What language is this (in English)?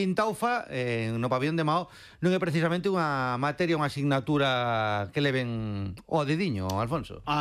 Galician